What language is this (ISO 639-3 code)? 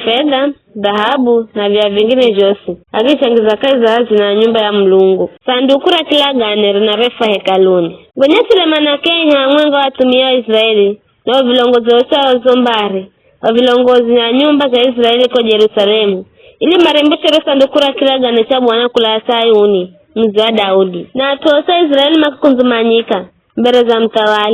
nyf